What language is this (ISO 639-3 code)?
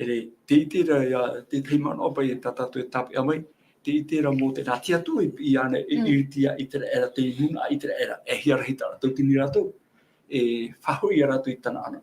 tah